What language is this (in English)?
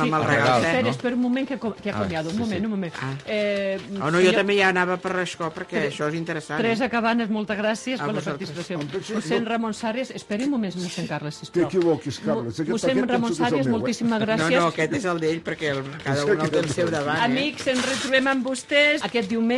Catalan